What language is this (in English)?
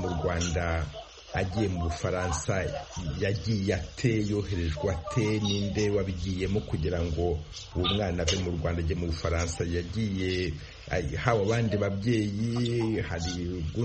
Kinyarwanda